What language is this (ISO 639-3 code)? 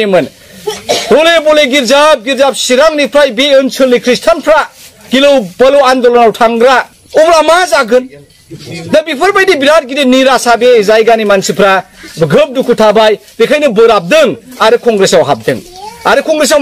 brx